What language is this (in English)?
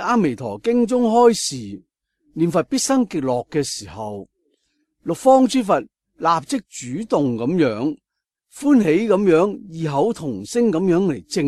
Cantonese